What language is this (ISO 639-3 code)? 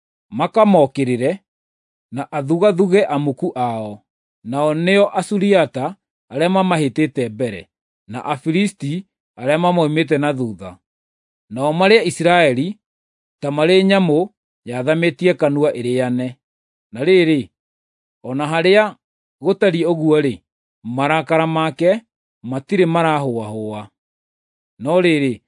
kik